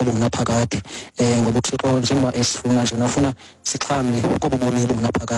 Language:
Xhosa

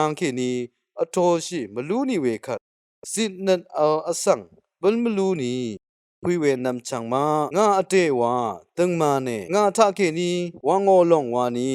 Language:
Rawang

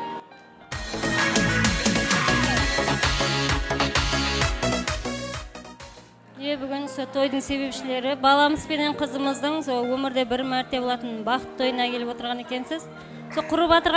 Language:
Kazakh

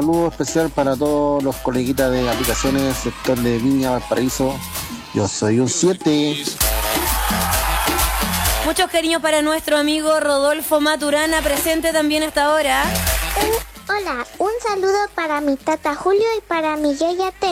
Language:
Spanish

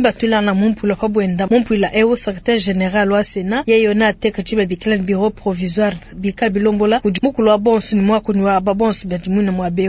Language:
Luba-Lulua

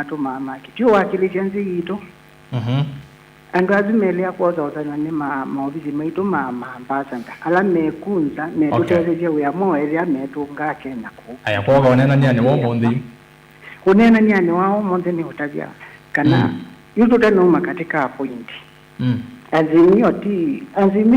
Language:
Kamba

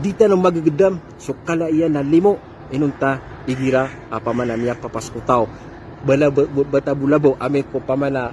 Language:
Maranao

